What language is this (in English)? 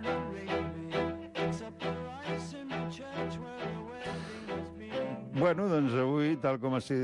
Catalan